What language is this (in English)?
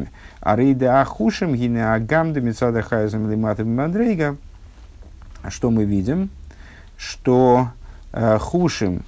Russian